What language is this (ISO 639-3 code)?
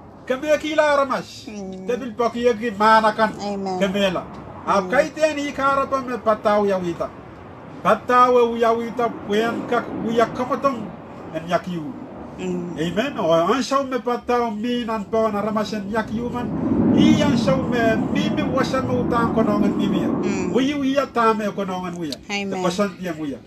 pon